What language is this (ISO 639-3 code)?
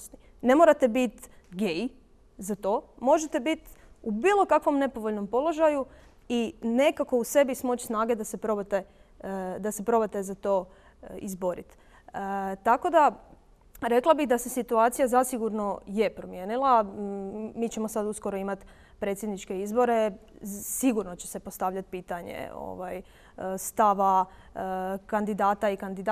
bos